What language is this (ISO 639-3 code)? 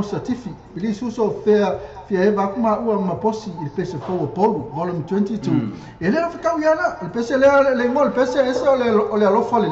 smo